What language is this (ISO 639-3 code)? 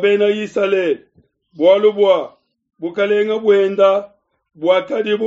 lua